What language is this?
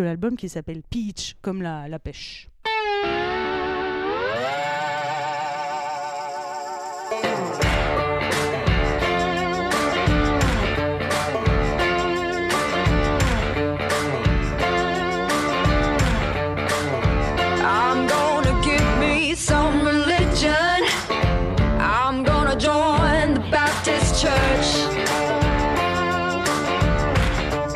French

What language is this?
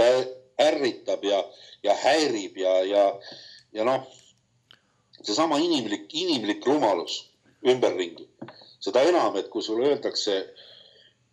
Estonian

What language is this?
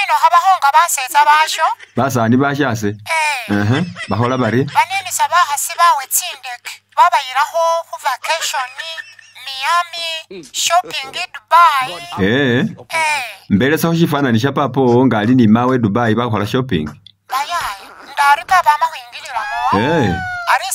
Masaaba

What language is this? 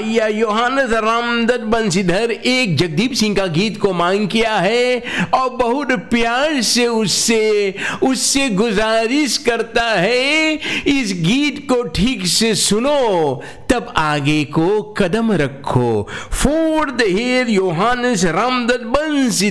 Hindi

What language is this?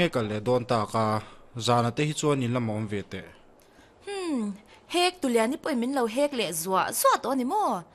Mizo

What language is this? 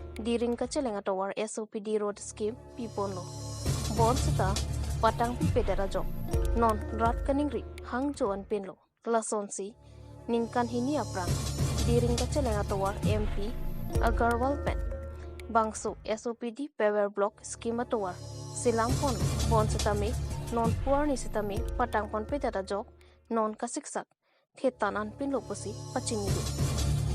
Karbi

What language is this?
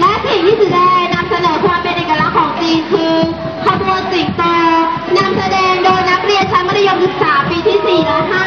Lao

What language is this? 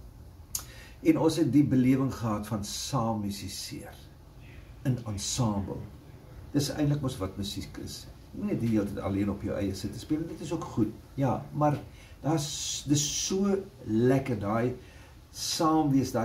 Afrikaans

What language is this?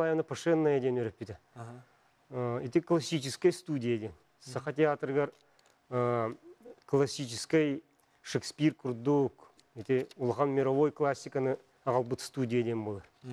Yakut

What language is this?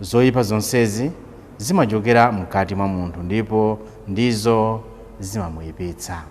Nyanja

